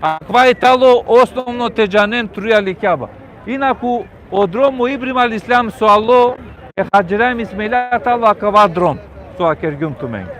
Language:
Balkan Romani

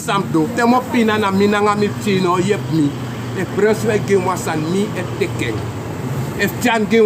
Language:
Sranan Tongo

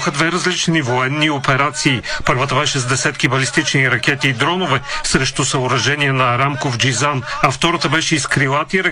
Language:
Bulgarian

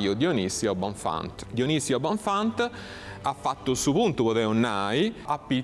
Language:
Sardinian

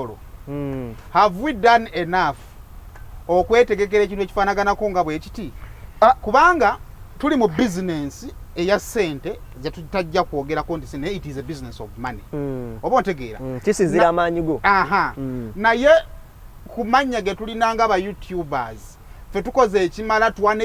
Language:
Ganda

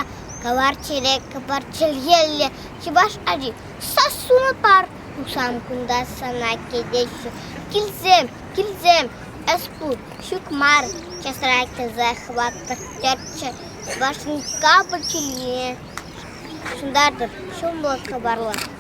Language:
Chuvash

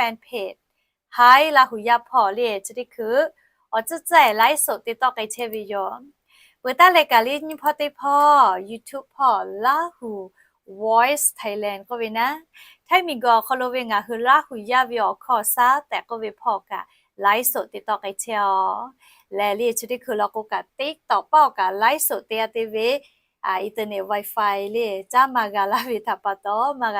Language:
Lahu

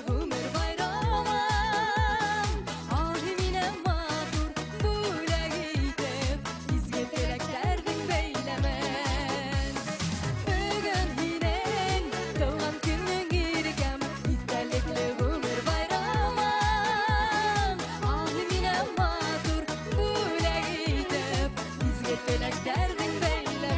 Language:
Bashkir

